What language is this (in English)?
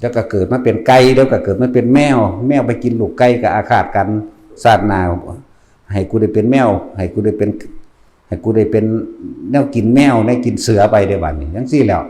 Northeastern Thai